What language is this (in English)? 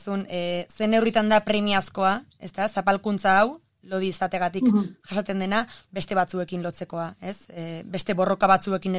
Basque